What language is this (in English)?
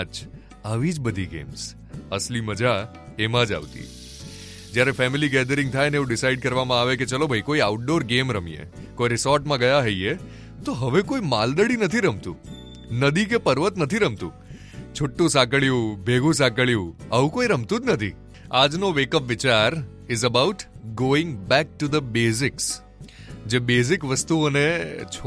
Gujarati